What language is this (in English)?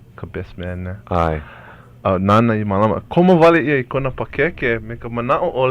Hawaiian